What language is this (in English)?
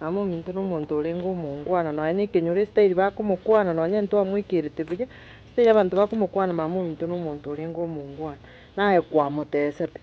Gusii